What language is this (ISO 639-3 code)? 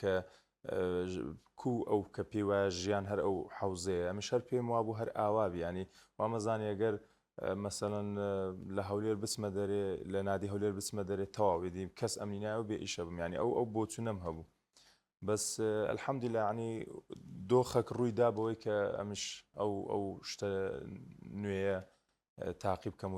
ckb